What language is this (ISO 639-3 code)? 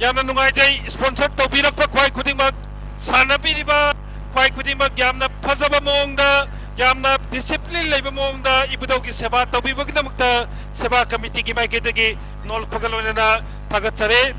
mni